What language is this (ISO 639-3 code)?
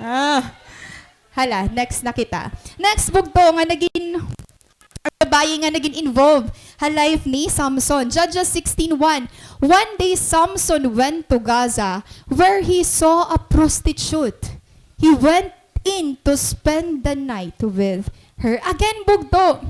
war